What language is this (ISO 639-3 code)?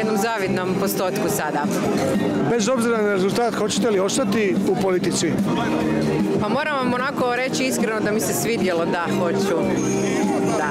hrv